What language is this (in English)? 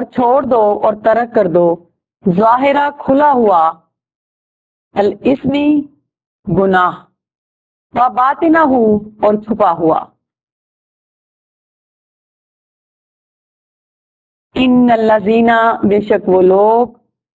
Urdu